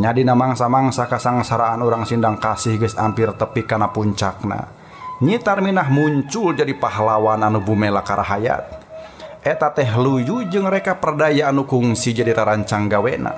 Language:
Sundanese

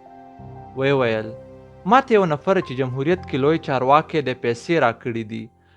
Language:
Pashto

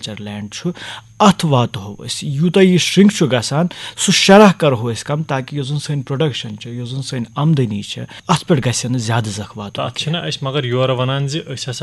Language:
Kashmiri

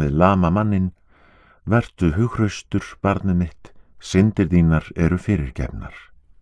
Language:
Icelandic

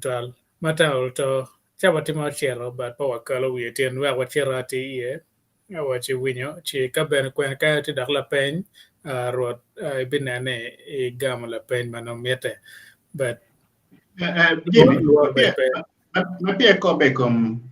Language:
Acoli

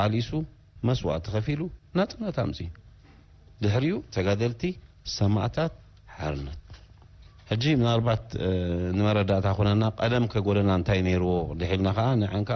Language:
Tigrinya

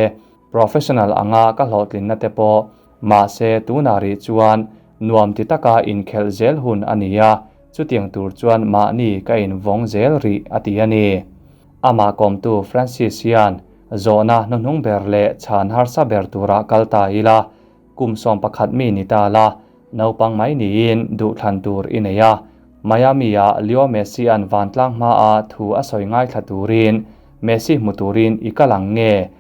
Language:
Mizo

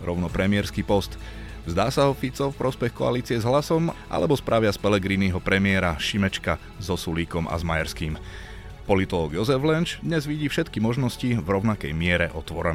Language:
Slovak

